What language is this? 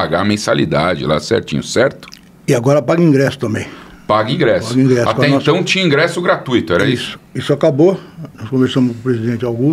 Portuguese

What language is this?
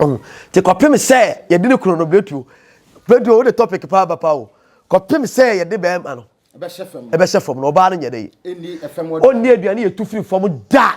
Akan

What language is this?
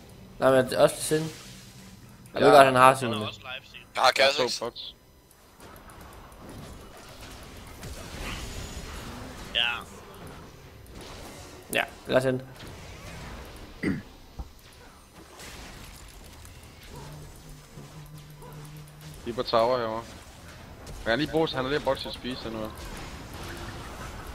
Danish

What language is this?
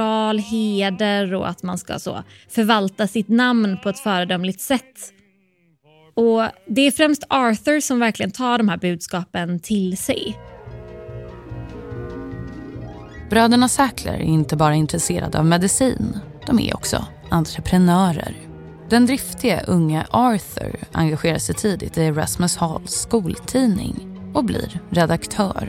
Swedish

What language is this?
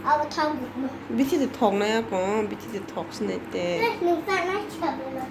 Kok Borok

